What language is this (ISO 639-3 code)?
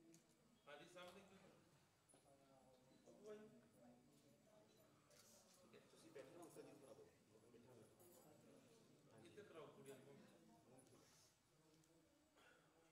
pan